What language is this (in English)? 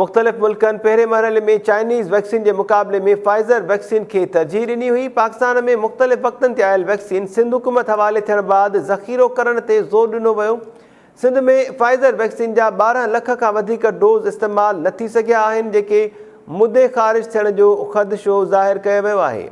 Sindhi